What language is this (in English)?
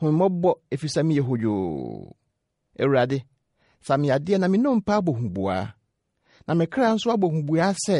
Akan